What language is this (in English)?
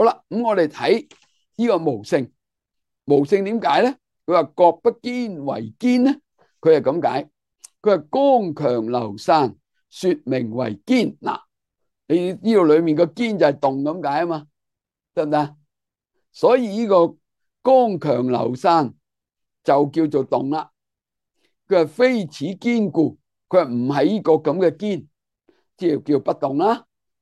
Cantonese